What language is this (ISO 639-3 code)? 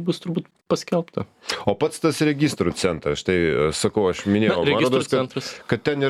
lit